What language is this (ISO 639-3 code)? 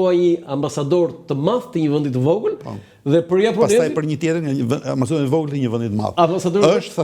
sqi